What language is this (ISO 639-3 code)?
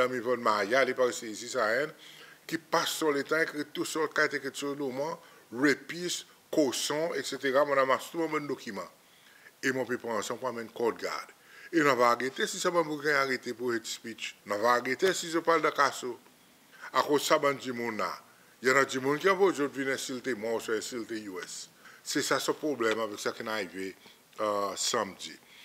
crs